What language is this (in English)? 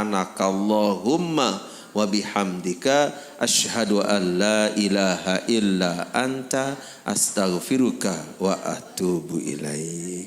Sasak